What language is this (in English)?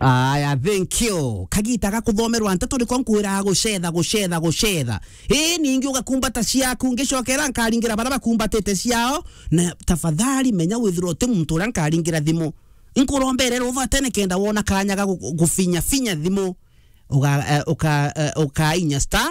Meru